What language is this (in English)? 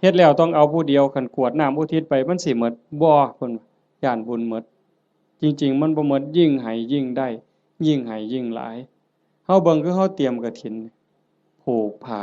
Northeastern Thai